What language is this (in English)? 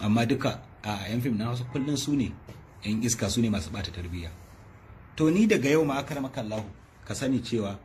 Hausa